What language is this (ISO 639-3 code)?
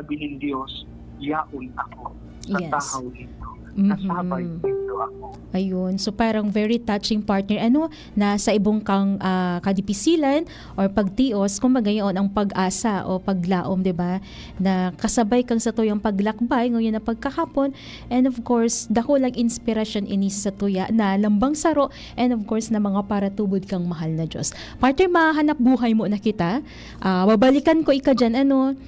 bik